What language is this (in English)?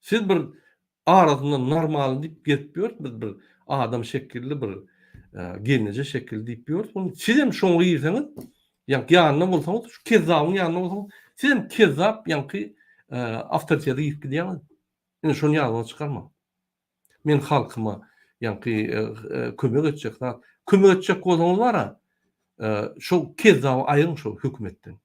Turkmen